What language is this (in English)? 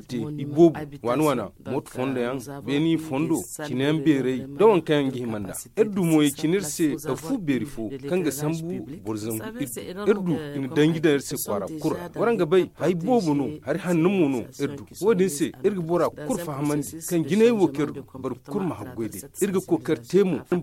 Zarma